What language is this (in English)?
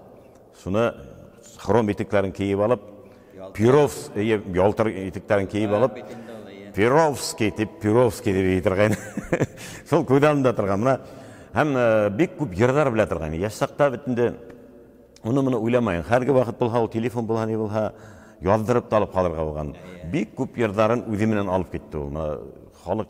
Bashkir